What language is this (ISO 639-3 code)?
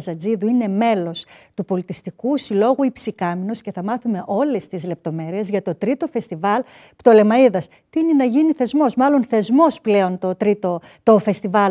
ell